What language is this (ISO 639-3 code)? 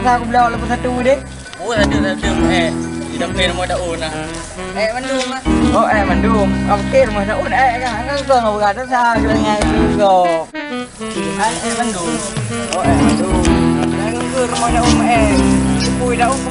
ace